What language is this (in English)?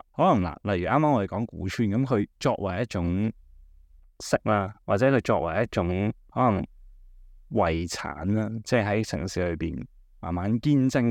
Cantonese